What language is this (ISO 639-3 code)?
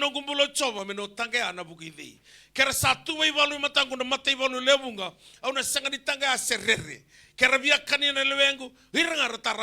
fij